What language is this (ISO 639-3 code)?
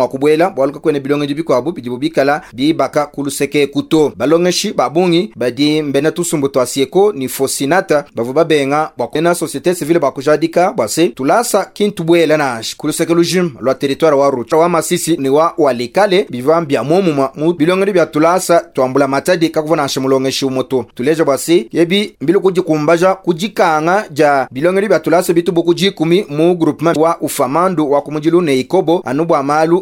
lua